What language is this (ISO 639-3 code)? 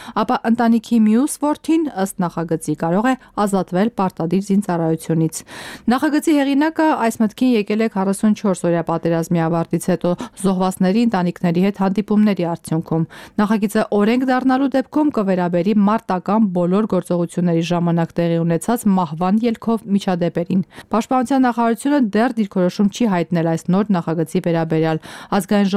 hye